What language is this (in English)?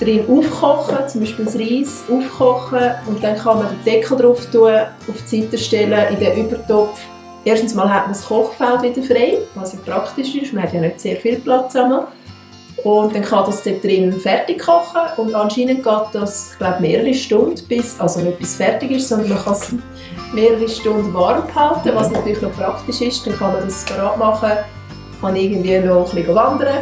Swiss German